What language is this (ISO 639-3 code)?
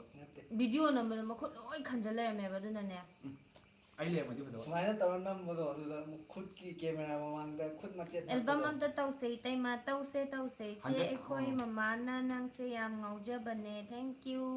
mni